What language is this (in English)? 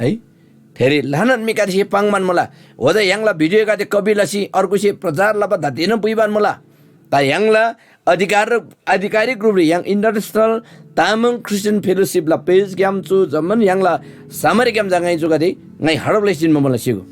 Eastern Tamang